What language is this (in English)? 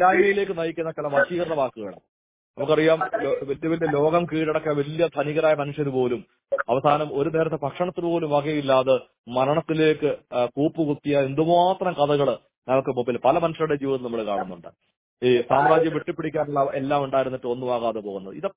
Malayalam